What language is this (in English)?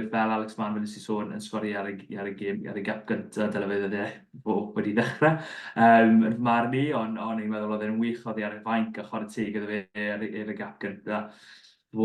Welsh